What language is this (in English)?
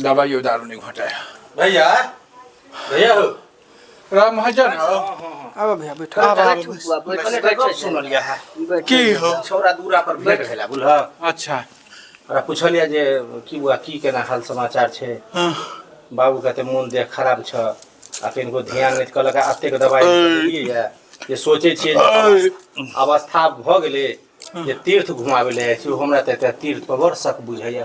Maithili